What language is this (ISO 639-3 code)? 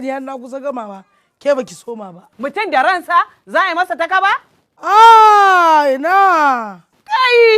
hau